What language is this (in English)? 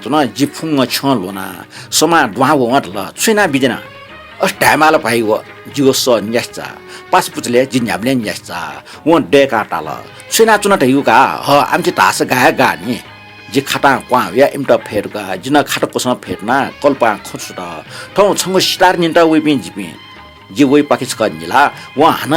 Newari